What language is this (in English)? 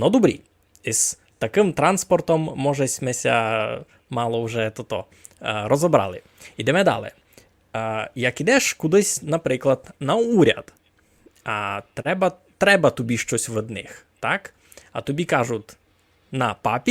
Rusyn